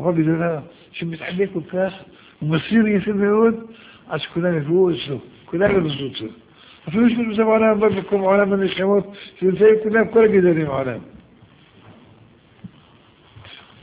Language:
Hebrew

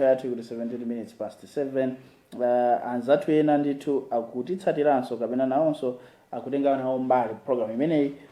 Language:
Nyanja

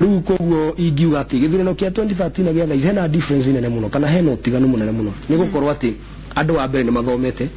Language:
Kikuyu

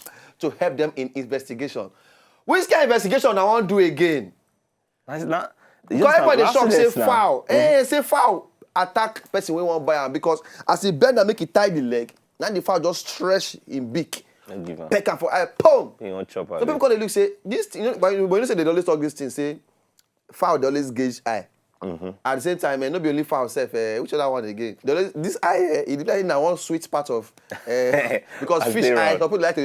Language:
Nigerian Pidgin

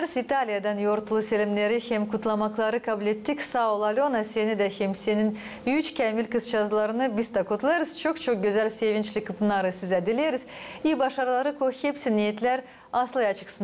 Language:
Gagauz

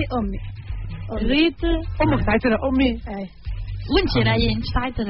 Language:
Tunisian Arabic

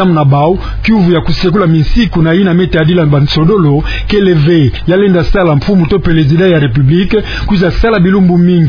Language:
Kituba (Democratic Republic of Congo)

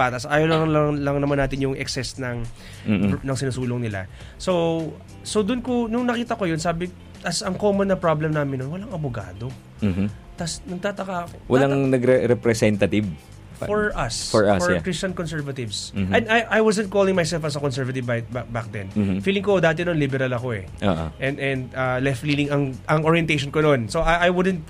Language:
Filipino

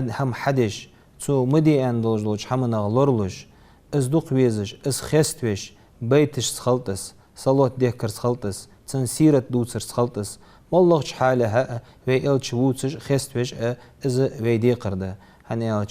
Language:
Ingush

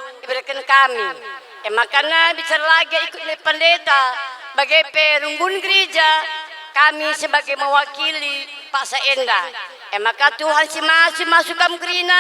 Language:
Batak Karo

